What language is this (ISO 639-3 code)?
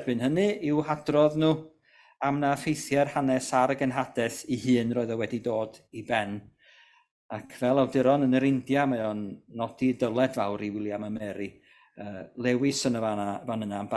cym